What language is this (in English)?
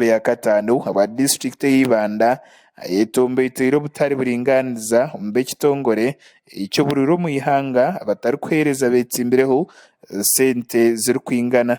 Nyankole